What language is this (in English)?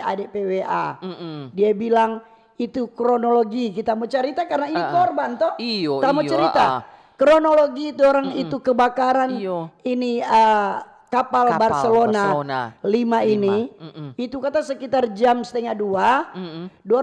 Manado Malay